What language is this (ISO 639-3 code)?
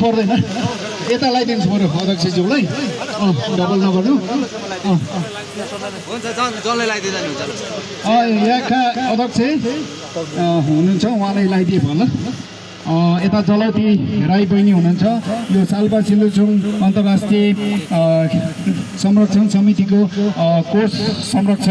nep